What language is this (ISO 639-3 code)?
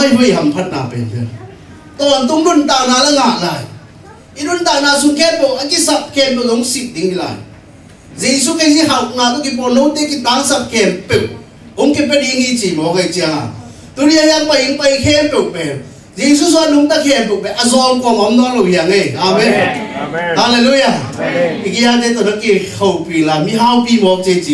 ctd